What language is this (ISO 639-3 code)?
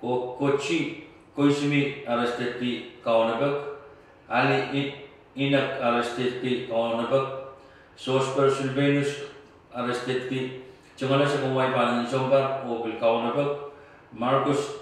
pon